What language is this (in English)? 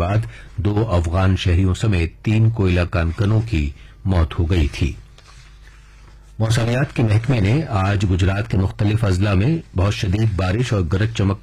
Urdu